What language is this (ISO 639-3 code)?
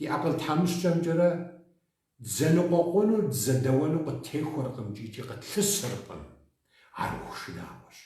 kbd